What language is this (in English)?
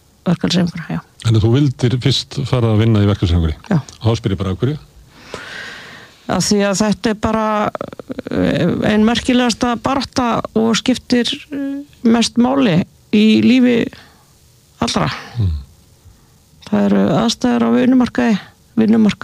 Icelandic